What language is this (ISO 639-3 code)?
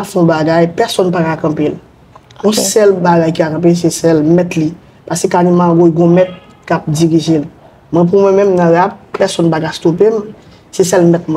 hat